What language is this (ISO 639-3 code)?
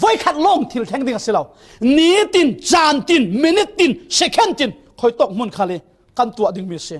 cfm